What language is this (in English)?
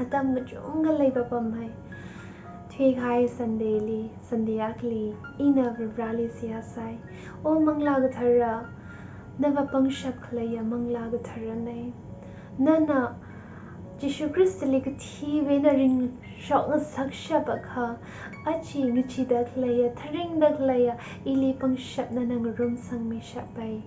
Tangkhul Naga (India)